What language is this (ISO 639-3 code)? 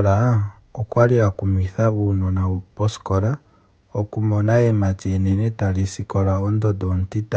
ndo